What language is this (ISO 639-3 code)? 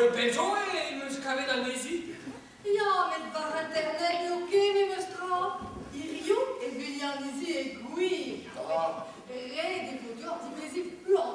bre